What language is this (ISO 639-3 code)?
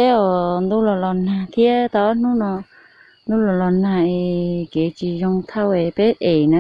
hmn